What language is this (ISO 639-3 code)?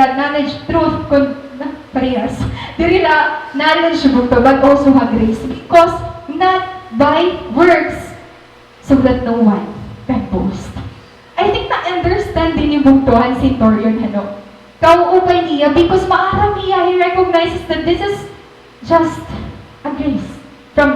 war